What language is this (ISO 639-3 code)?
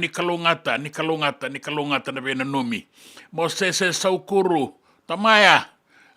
fij